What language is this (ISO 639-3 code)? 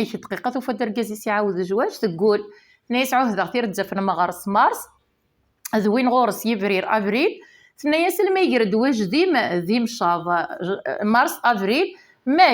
kab